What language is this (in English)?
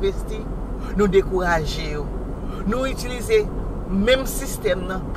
Haitian Creole